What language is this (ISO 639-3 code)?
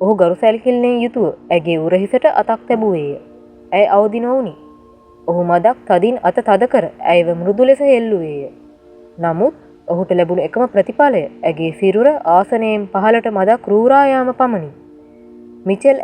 sin